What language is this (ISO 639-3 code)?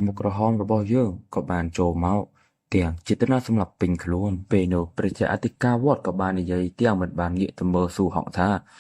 khm